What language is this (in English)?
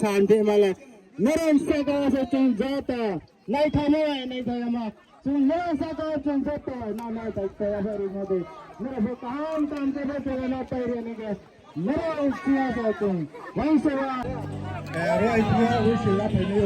Riang (India)